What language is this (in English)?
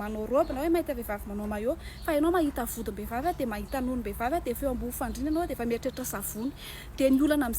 Malagasy